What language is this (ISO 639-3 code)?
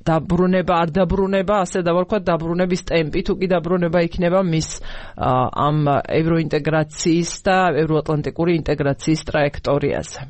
kat